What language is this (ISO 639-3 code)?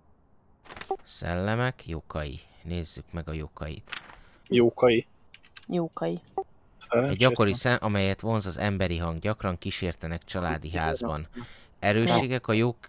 hun